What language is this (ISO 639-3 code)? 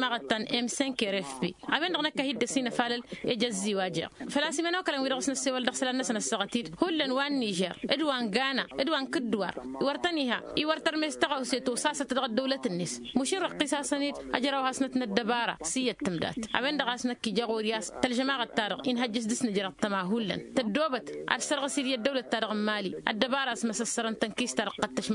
taq